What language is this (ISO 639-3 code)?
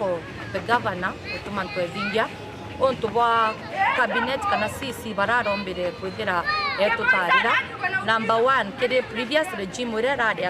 mer